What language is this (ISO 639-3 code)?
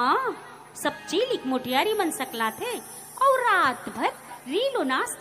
hne